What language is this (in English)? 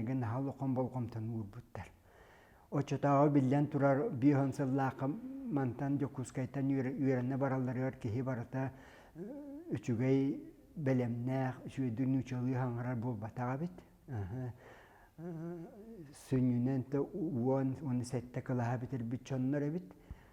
Yakut